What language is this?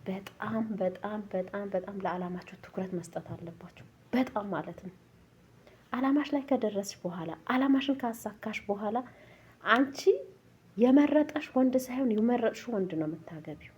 Amharic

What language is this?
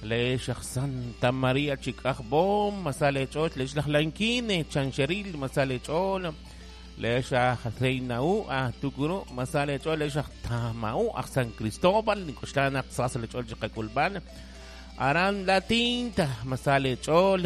Kekchí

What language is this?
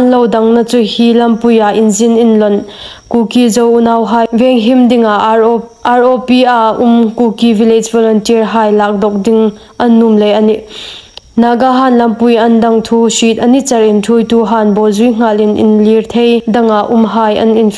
Hmar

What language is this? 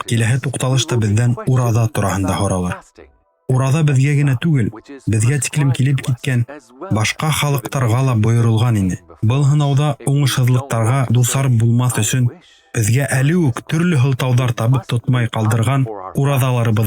Bashkir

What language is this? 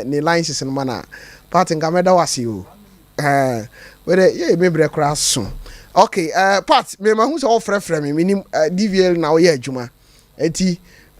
Akan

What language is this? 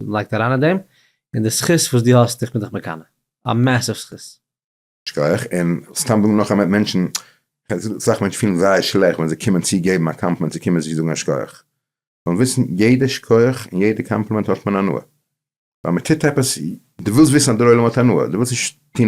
Yiddish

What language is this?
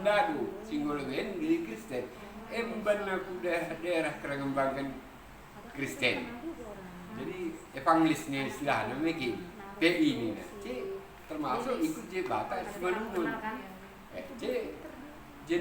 Batak Karo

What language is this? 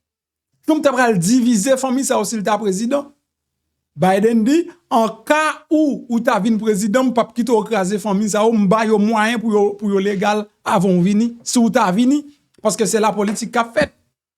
Haitian Creole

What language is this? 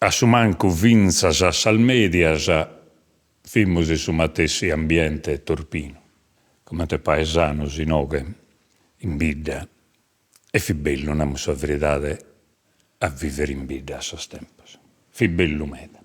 Sardinian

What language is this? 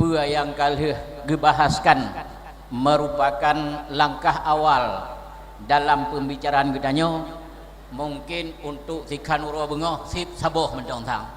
Achinese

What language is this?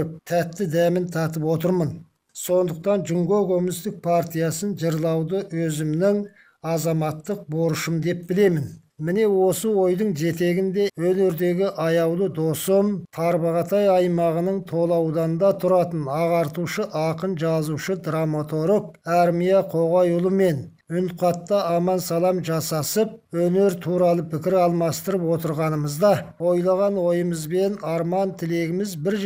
Kazakh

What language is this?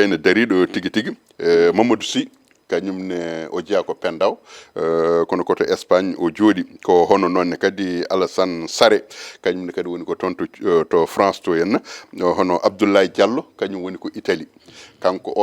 Fula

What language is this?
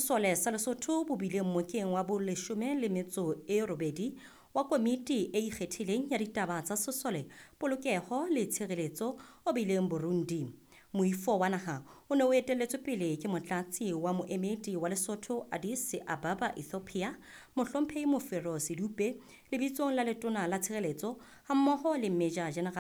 Southern Sotho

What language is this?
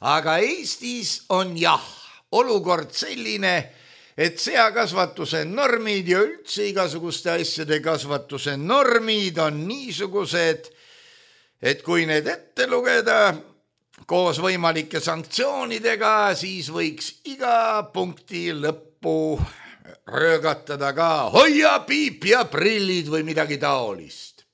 Estonian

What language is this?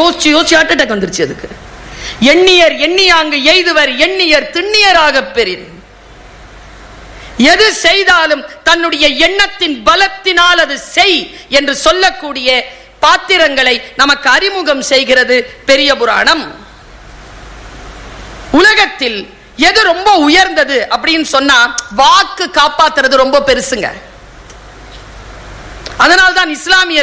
Tamil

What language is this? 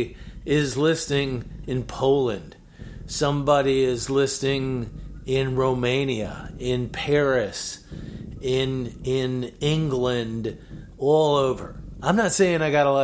English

